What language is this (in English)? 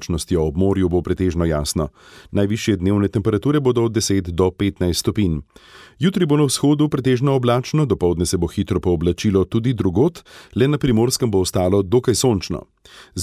Slovenian